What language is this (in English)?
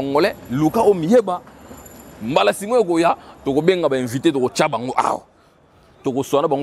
Lingala